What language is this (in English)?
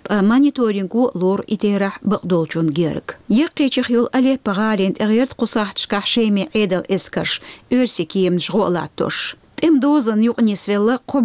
Chechen